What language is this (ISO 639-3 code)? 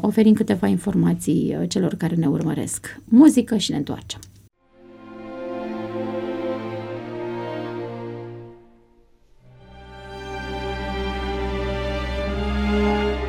ron